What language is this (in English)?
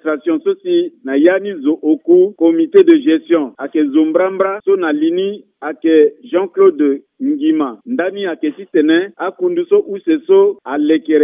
Sango